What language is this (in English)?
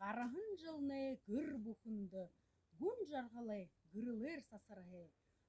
Buriat